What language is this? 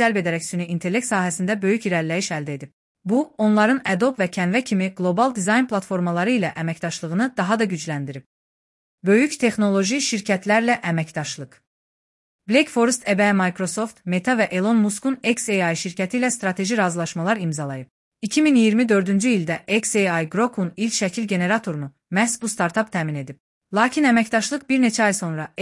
Azerbaijani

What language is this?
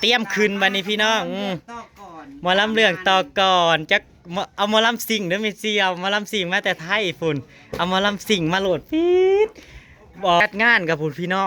Northeastern Thai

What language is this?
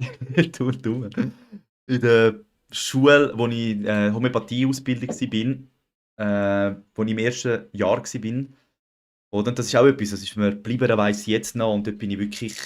Swiss German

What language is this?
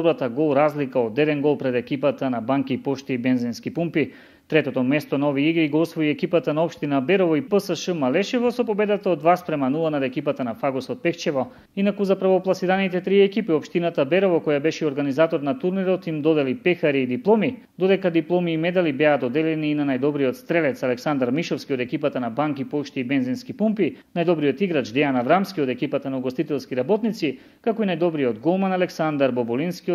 Macedonian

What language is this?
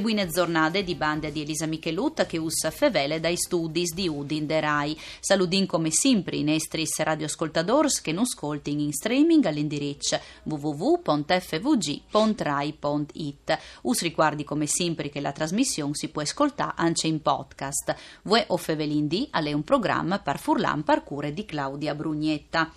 Friulian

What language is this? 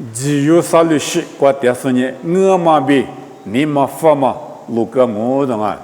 Lisu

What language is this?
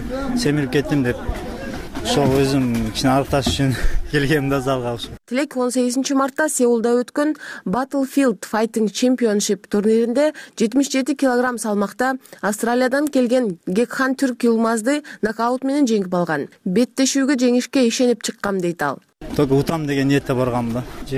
Kyrgyz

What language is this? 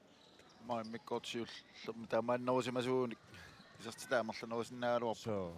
Kalaallisut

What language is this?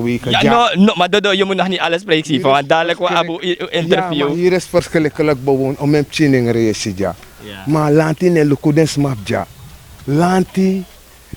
Sranan Tongo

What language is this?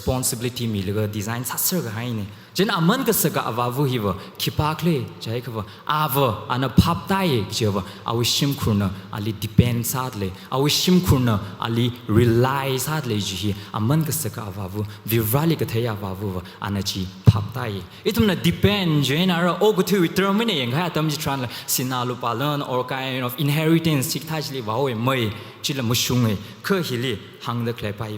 Tangkhul Naga (India)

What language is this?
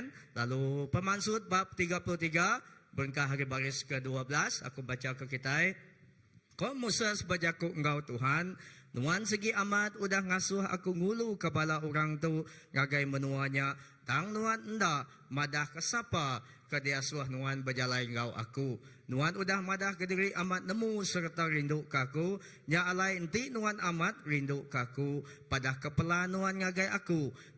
Iban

